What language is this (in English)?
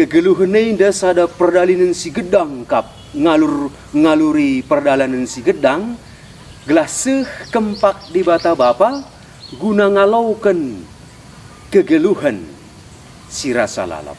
Batak Karo